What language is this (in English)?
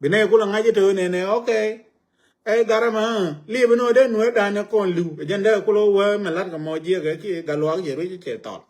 Nuer